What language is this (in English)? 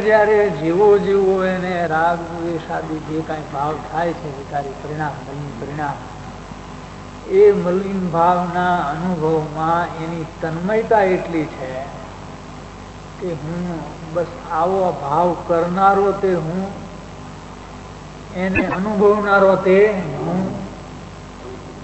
Gujarati